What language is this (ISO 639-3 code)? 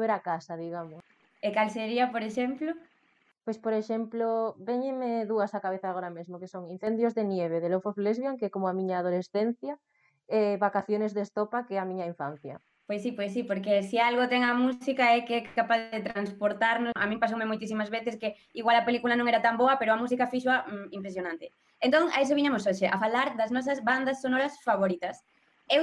glg